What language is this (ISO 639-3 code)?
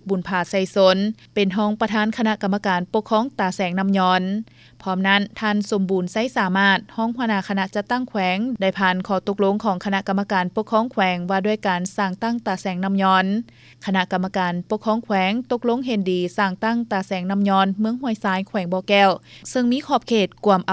lao